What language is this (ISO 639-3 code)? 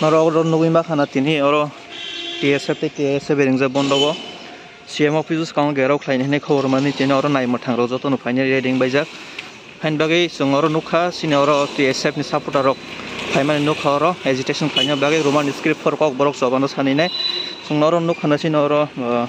trp